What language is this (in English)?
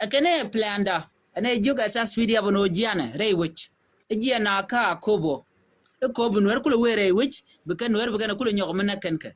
Nuer